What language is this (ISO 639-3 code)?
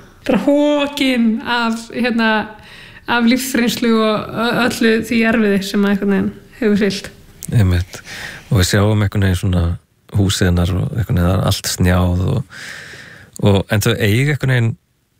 isl